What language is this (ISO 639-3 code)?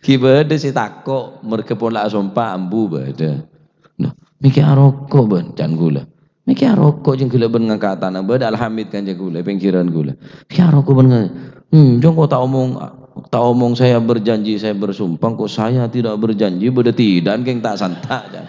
mad